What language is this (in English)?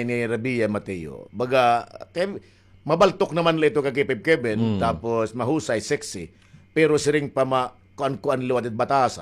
Waray